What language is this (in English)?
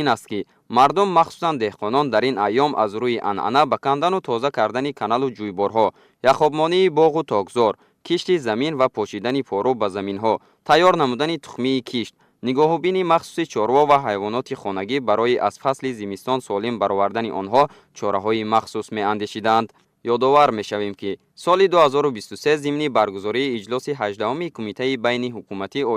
Tajik